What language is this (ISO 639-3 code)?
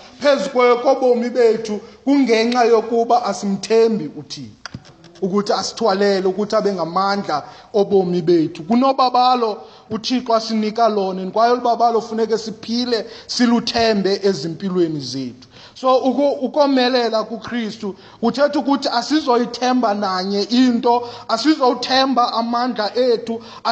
xho